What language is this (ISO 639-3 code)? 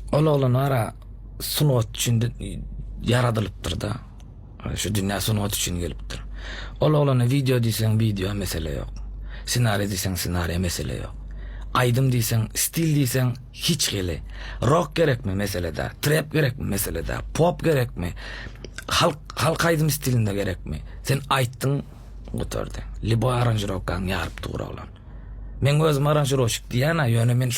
tuk